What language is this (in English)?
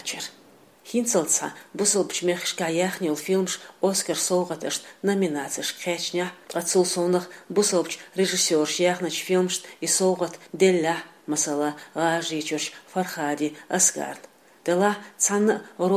Chechen